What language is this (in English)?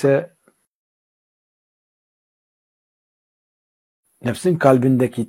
Turkish